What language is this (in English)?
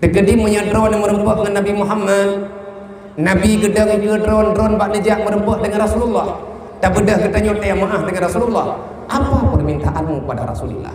Achinese